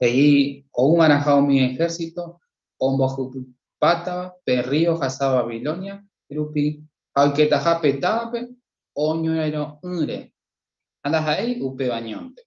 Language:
Guarani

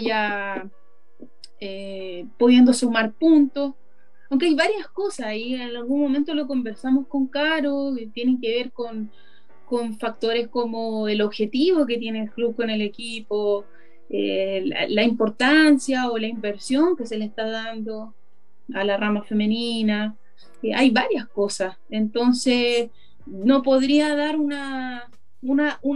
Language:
Spanish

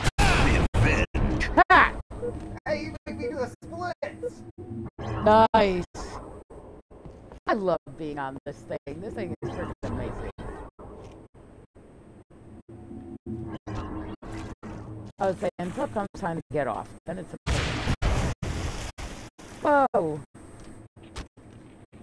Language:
English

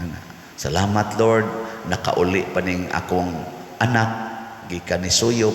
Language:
Cebuano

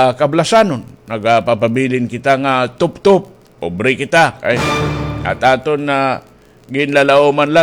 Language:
Waray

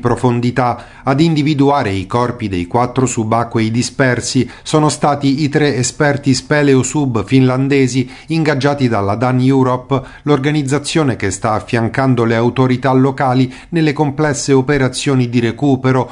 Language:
Italian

